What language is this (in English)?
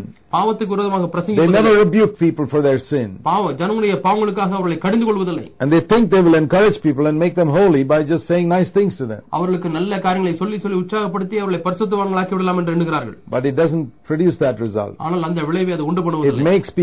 Tamil